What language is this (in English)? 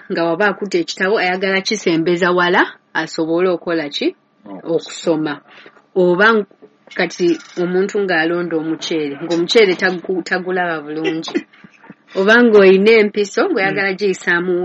Ganda